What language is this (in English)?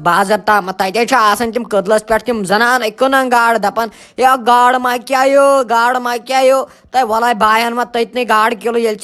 Kashmiri